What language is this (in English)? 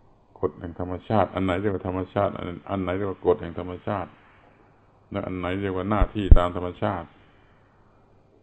Thai